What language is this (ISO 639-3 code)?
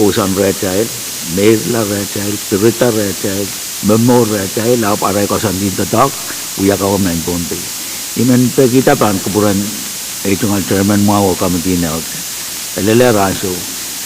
pon